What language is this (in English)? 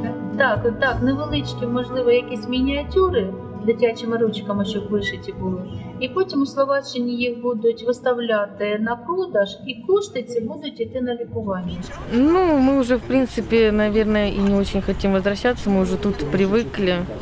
Ukrainian